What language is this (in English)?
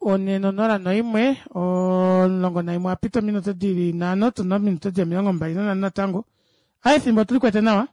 Kuanyama